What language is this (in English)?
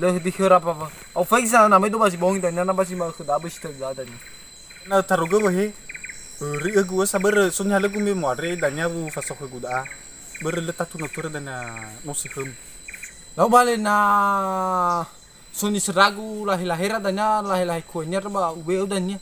Nias